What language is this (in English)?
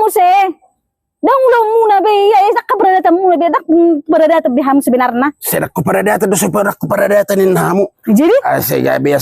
Batak Toba